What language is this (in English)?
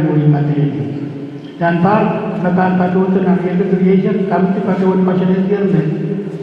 Pohnpeian